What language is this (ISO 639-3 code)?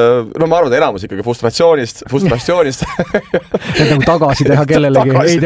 est